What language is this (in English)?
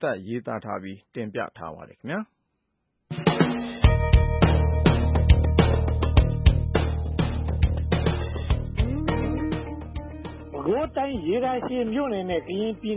Burmese